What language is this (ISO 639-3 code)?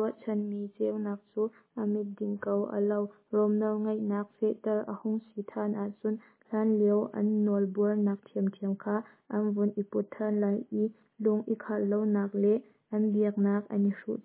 cnh